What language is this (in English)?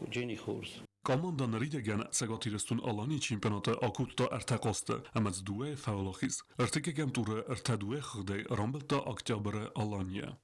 Ossetic